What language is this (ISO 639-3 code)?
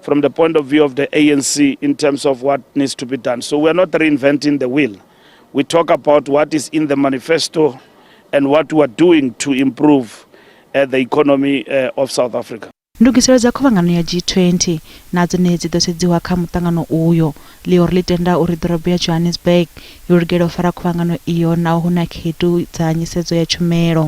ven